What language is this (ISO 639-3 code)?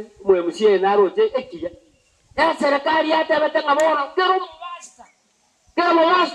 guz